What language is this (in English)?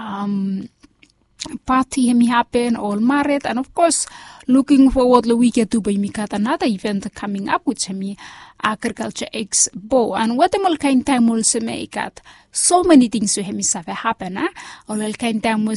Bislama